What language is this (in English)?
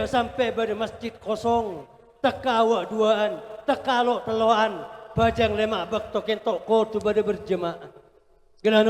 Madurese